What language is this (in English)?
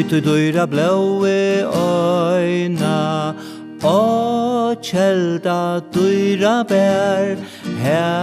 Faroese